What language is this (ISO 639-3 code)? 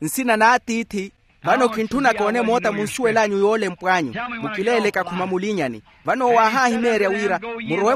vmw